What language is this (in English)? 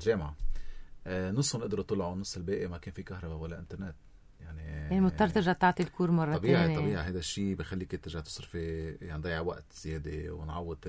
North Levantine Arabic